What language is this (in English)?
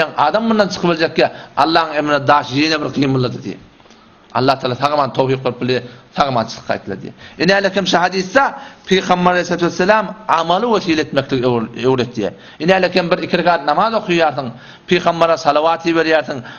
Turkmen